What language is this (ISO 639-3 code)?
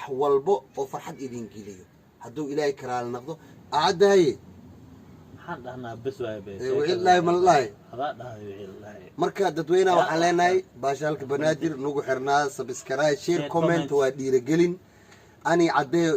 som